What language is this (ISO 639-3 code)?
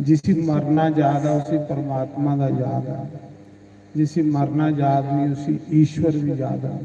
doi